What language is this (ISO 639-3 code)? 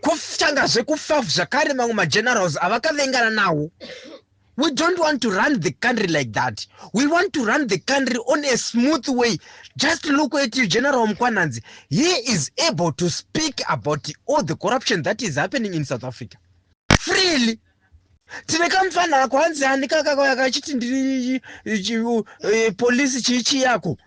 sna